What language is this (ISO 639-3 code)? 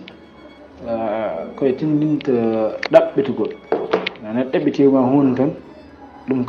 ful